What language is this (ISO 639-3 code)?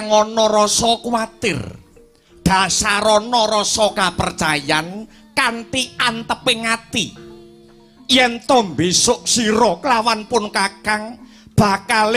jav